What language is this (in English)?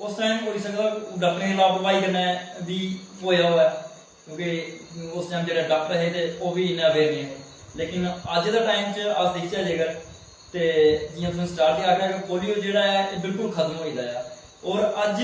Dogri